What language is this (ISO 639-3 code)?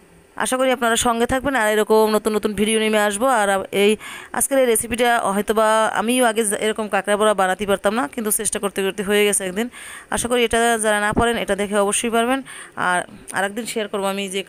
ben